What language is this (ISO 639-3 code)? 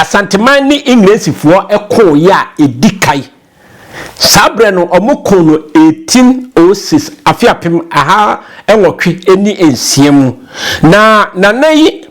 aka